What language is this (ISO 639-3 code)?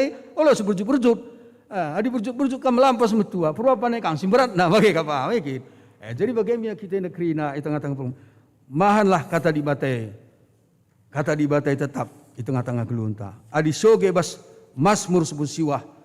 btx